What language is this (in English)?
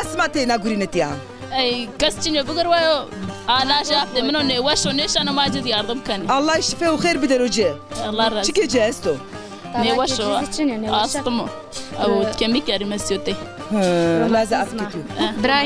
Zaza